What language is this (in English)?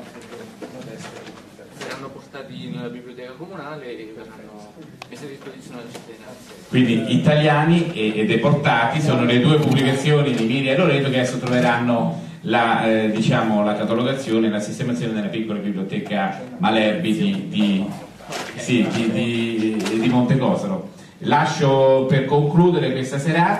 Italian